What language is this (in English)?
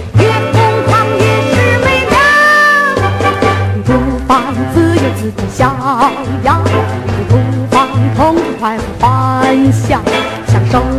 Chinese